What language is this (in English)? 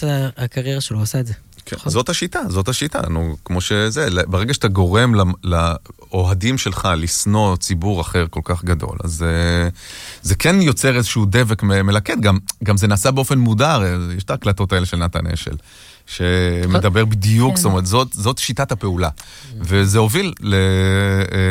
Hebrew